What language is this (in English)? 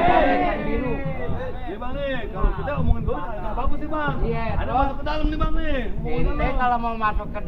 Betawi